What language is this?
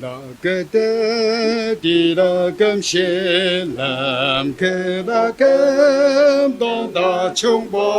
Ao Naga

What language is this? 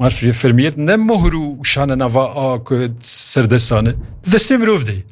Kurdish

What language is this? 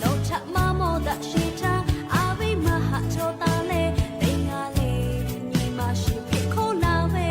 Lahu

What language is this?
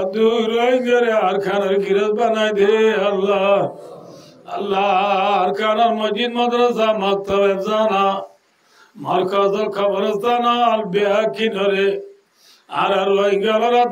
Rohingya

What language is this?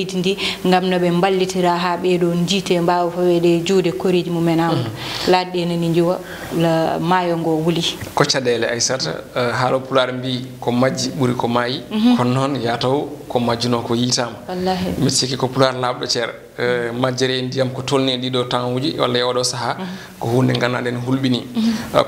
Fula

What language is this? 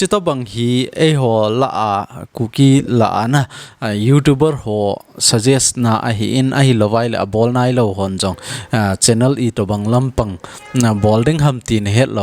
Thado Chin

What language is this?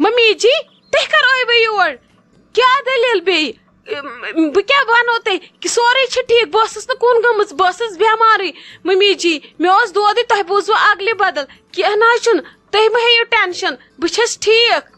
Kashmiri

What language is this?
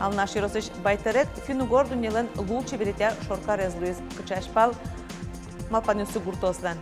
Udmurt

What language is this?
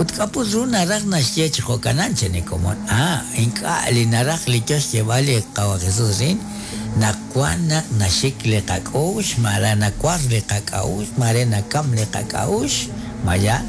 Kekchí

